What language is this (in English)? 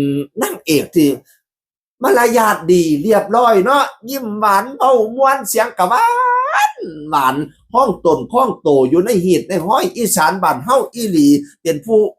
Northeastern Thai